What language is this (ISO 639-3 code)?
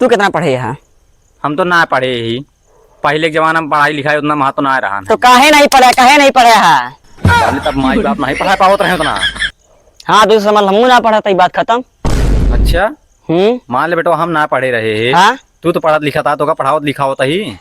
awa